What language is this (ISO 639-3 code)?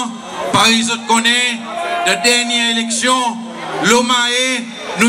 crs